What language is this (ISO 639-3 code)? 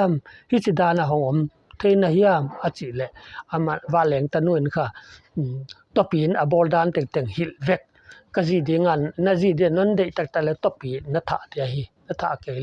pck